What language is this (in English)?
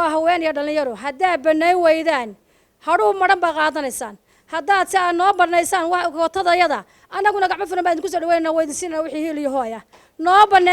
Somali